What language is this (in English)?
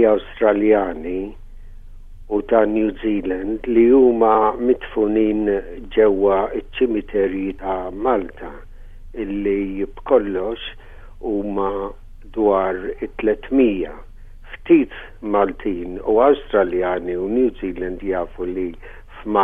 Maltese